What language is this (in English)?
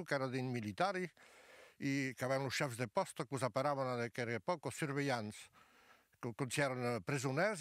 Occitan